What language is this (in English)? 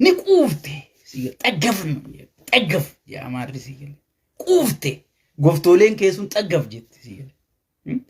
Oromo